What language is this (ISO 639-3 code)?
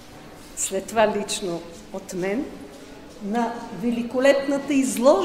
bul